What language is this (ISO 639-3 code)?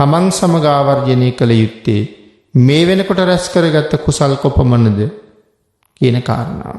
sin